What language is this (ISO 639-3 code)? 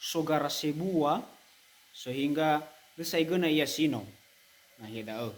nia